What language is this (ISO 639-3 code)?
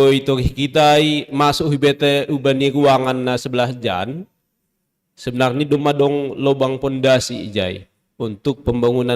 bts